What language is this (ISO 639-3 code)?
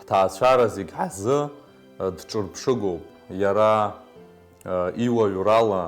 abk